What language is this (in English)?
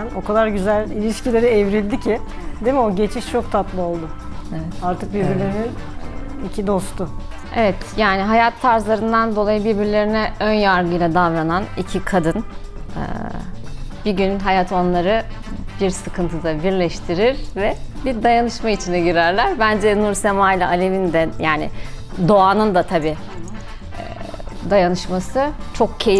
Turkish